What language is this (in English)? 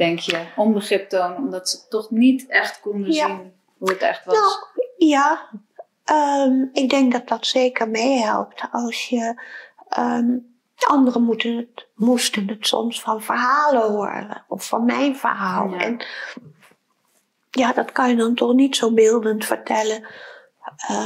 Dutch